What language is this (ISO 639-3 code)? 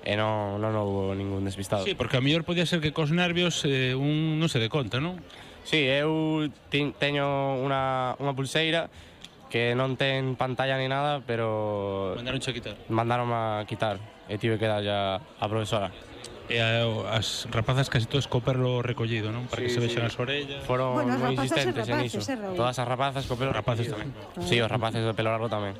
glg